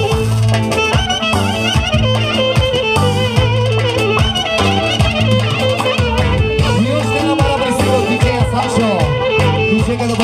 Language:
Bulgarian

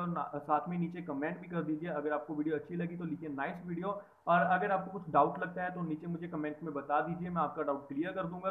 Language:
Hindi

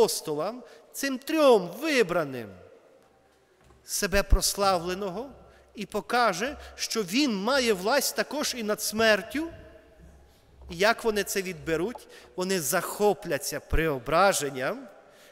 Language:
Ukrainian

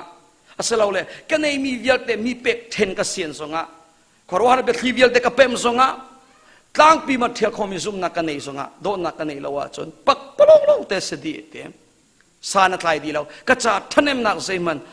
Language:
Hakha Chin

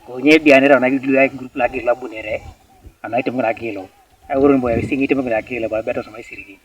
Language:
Teso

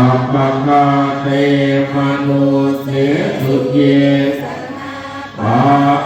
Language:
Pali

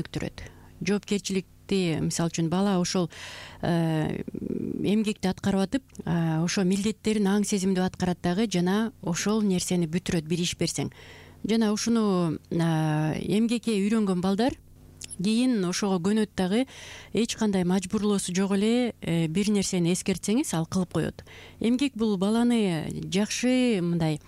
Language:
Kyrgyz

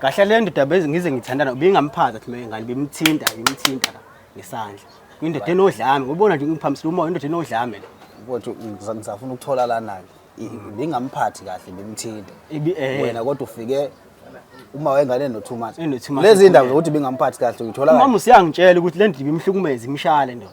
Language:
Zulu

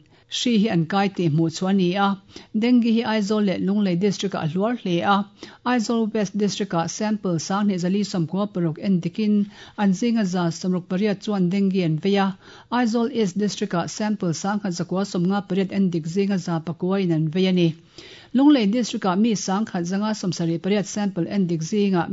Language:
Mizo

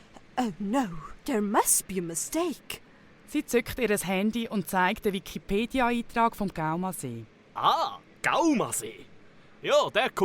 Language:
Swiss German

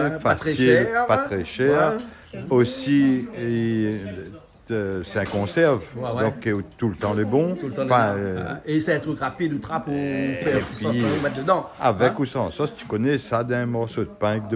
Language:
Réunion Creole French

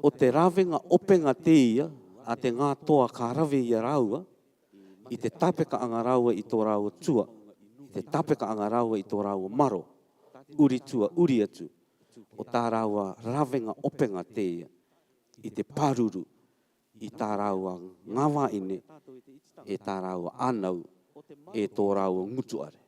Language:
Rarotongan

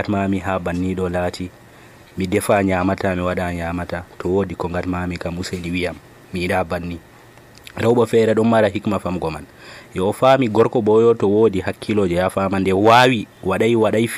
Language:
Nigerian Fulfulde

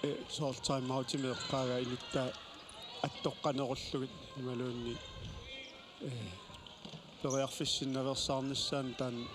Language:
Kalaallisut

